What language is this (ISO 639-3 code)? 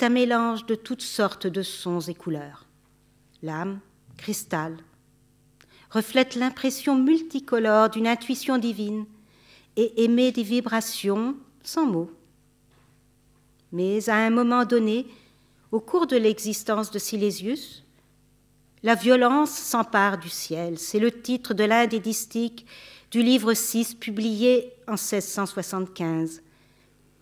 fra